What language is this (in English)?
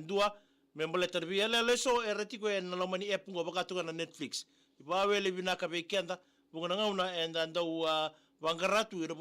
Fijian